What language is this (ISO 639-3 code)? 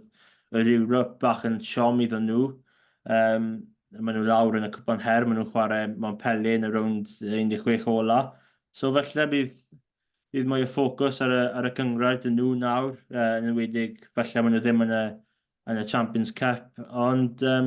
cym